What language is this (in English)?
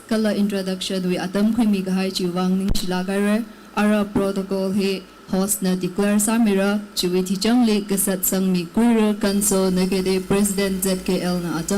Tangkhul Naga (India)